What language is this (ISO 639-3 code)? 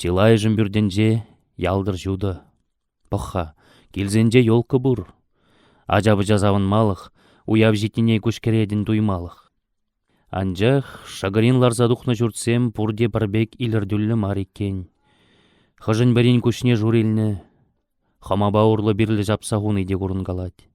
chv